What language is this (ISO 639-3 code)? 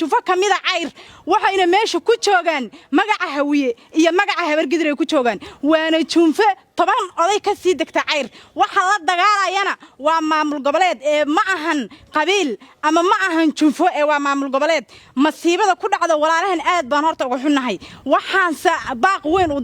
som